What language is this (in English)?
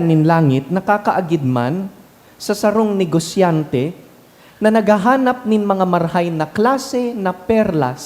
Bikol